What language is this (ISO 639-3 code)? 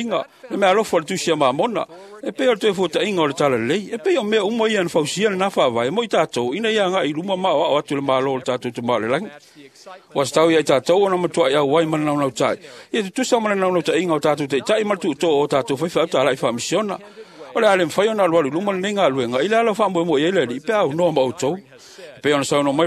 smo